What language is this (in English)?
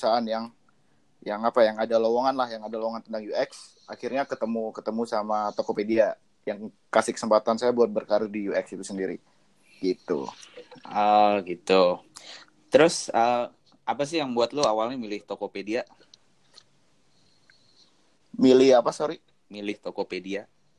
Indonesian